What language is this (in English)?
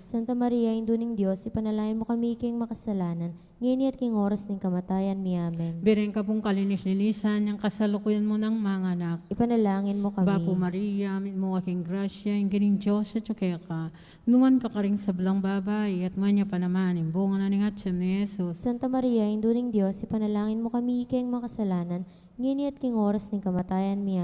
Pampanga